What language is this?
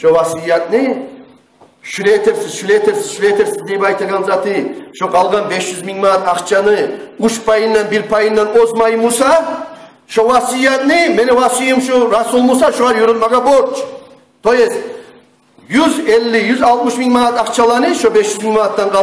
Kumyk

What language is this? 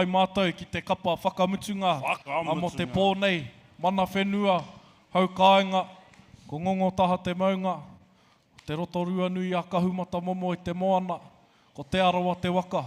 Māori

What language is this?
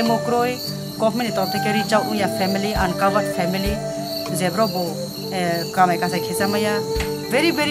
Kok Borok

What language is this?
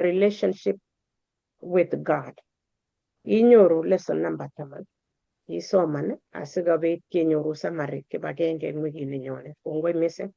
Kalenjin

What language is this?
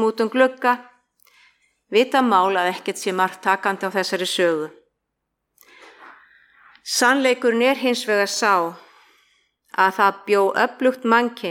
Icelandic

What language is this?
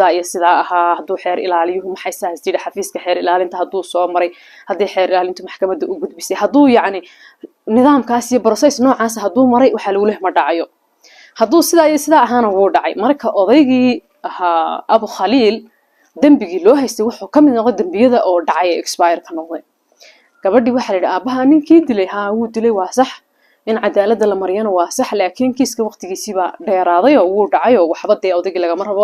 Somali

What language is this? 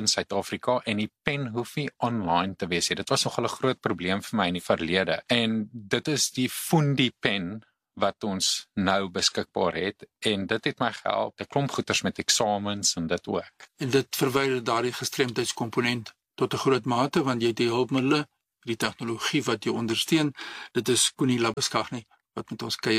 Afrikaans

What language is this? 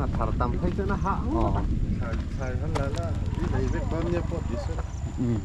Mizo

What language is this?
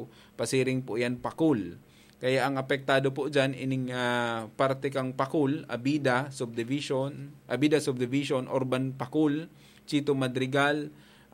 Bikol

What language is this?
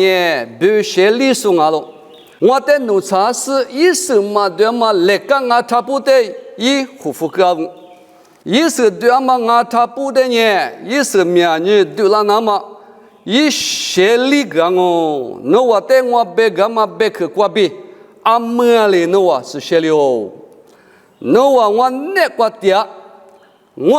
Lisu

